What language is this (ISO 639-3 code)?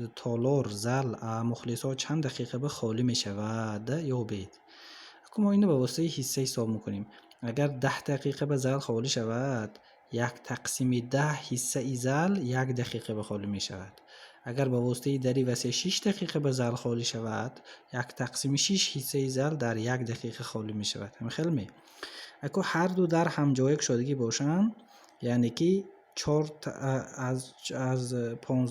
tgk